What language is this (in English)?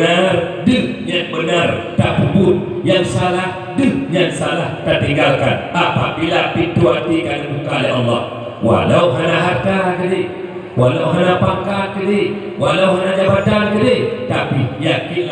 Achinese